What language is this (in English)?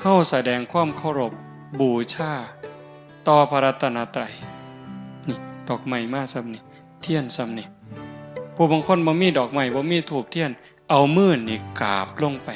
Northeastern Thai